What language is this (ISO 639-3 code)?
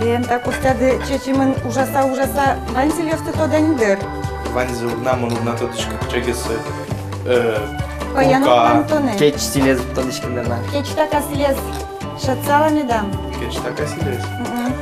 udm